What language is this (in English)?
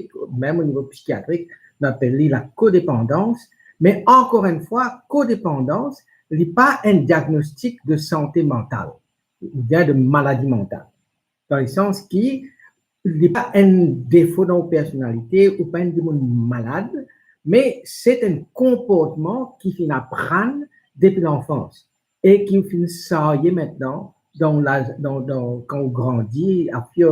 Morisyen